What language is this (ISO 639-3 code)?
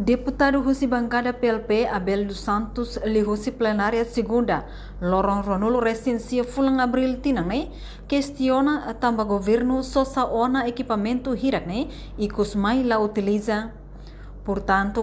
tet